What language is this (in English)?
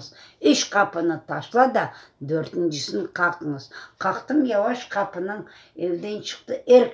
Crimean Tatar